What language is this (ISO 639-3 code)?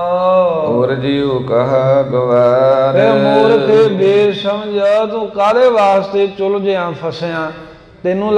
pan